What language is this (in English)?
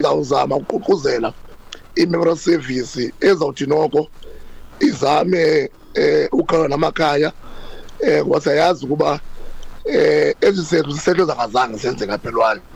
Xhosa